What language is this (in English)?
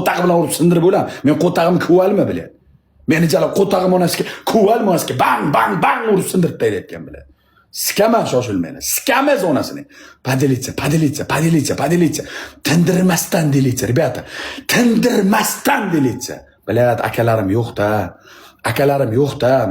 Uzbek